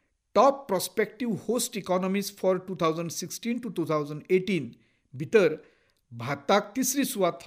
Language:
Konkani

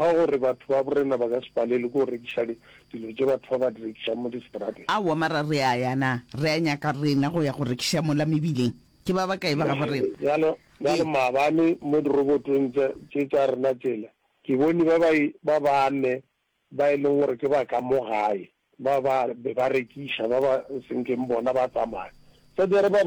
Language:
Northern Sotho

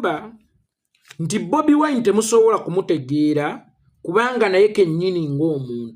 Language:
Ganda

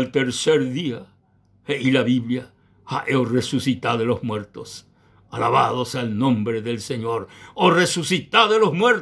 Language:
Guarani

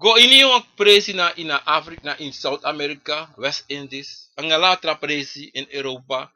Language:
Sranan Tongo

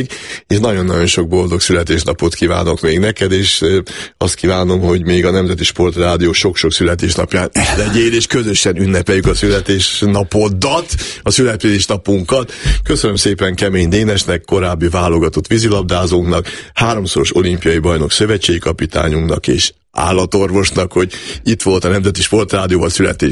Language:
Hungarian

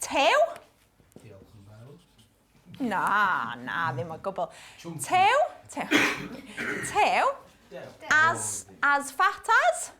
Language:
Welsh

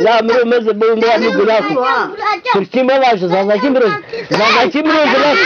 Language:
Zaza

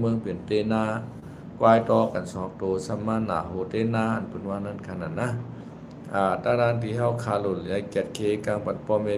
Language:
Shan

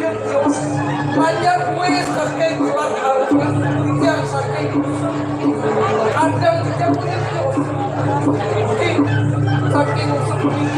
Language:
Balinese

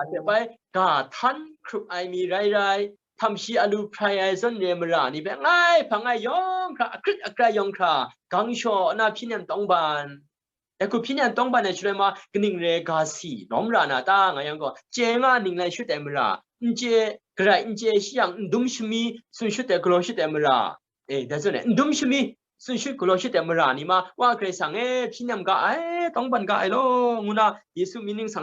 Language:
Kachin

